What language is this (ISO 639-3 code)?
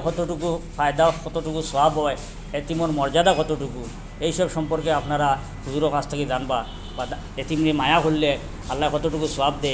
syl